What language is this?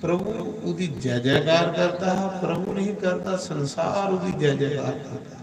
Dogri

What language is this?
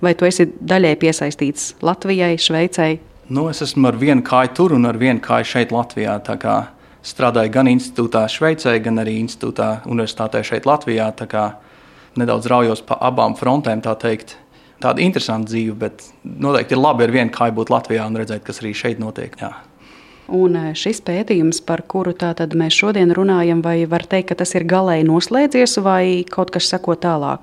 Latvian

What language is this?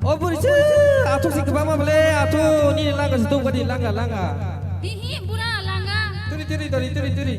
Kok Borok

